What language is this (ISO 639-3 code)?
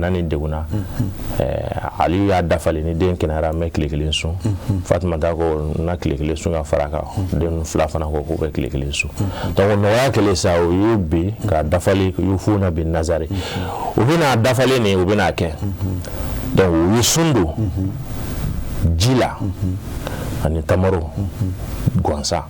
bam